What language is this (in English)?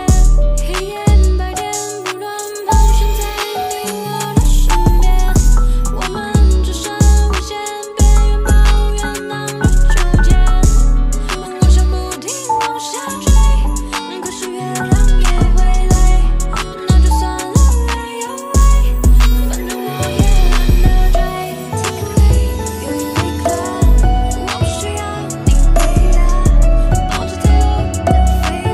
Chinese